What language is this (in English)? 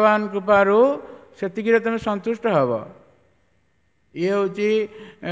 Odia